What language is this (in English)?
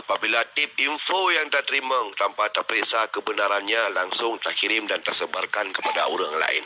Achinese